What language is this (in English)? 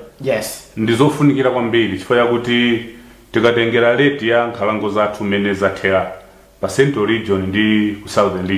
Nyanja